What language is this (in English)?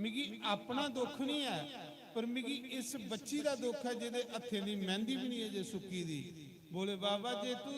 Dogri